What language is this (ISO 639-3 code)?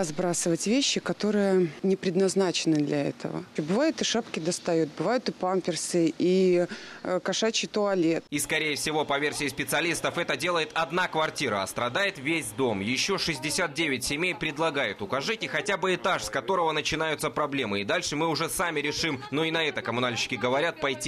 rus